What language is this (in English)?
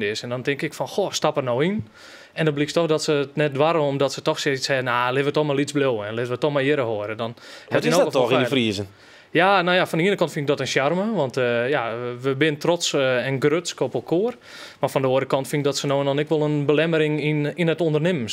Western Frisian